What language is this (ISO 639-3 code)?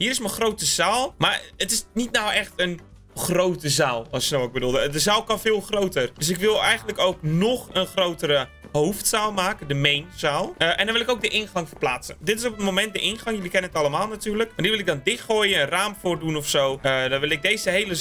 nld